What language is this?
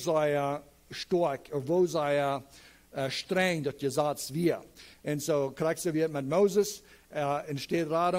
Plautdietsch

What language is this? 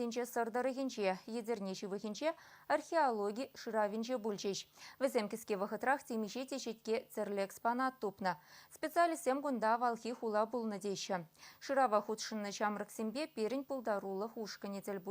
Chuvash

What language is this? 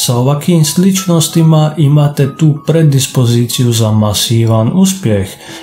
Croatian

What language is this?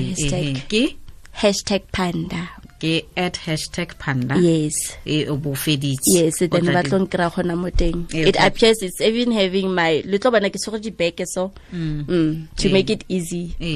Tswana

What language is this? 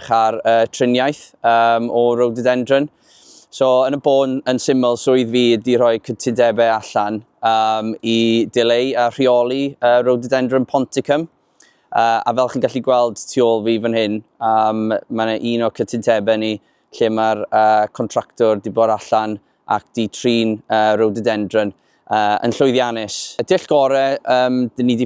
Welsh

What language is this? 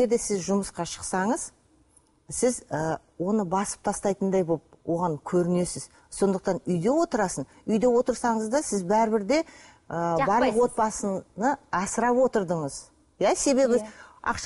Kazakh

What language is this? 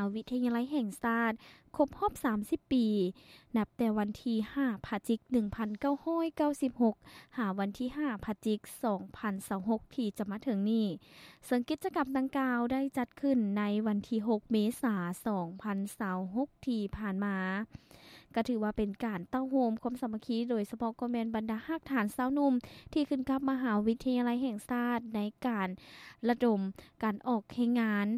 Lao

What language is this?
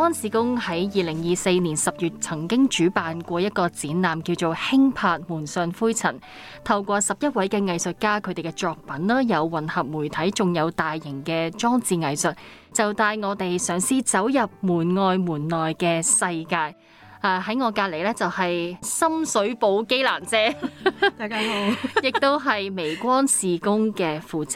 Cantonese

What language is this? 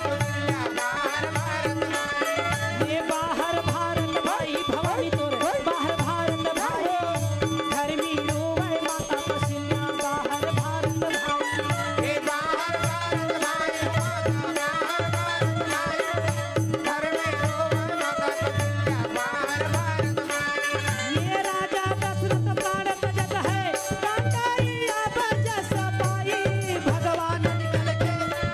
Chhattisgarhi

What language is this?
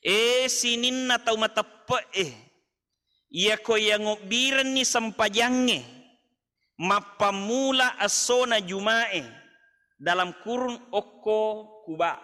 Buginese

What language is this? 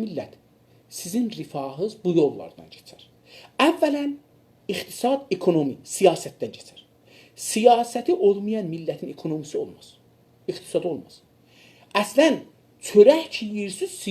South Azerbaijani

